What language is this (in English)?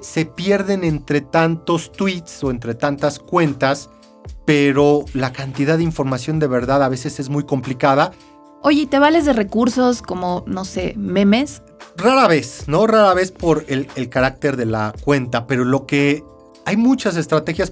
Spanish